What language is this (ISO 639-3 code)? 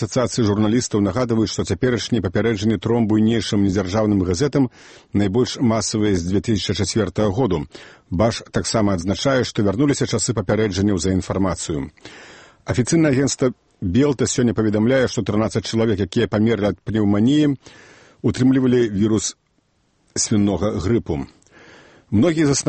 bel